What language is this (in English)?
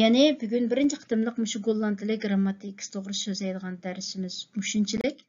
Uyghur